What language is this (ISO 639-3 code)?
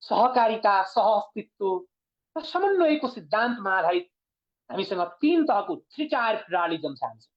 nep